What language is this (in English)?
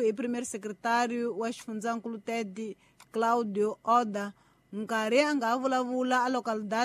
Tsonga